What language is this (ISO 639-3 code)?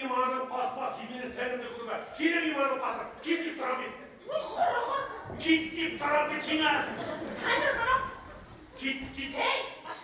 bak